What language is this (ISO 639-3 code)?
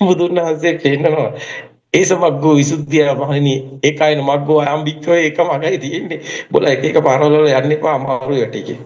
sin